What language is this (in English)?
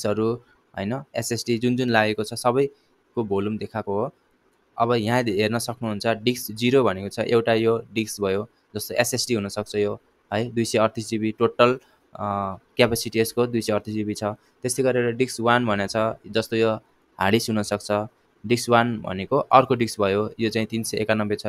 Nepali